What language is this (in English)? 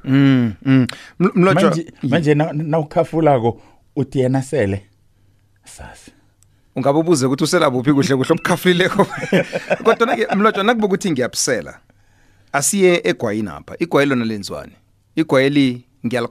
South Ndebele